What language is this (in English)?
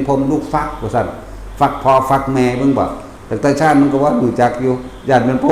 Northeastern Thai